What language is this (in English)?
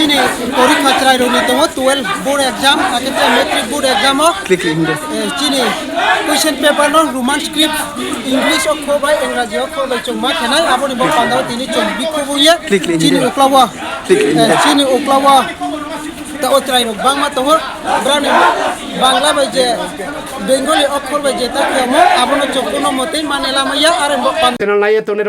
Riang (India)